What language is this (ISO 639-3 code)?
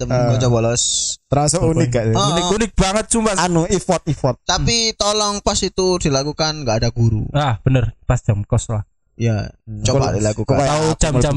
ind